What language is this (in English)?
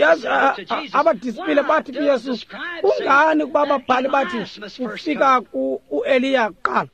Xhosa